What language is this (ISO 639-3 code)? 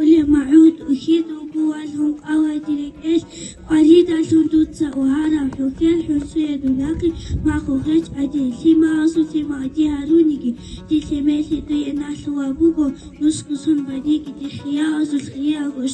ava